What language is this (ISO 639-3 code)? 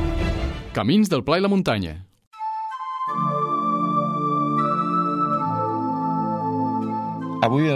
cat